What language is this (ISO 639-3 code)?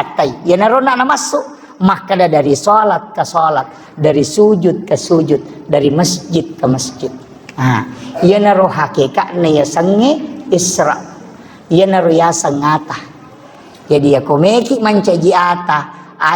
bug